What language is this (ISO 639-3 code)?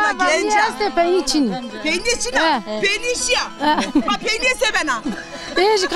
zza